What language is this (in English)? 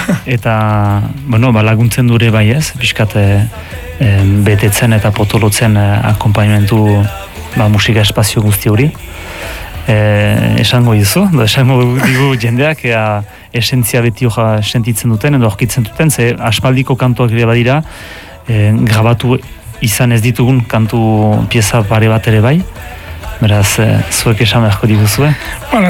Basque